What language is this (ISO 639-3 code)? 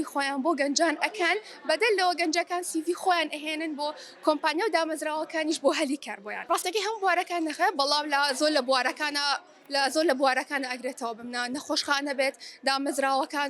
ckb